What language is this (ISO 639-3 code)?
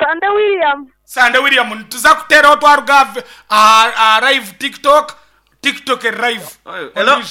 nyn